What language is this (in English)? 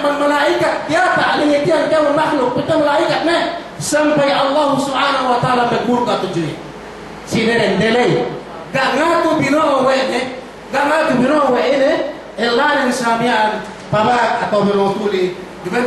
Yakan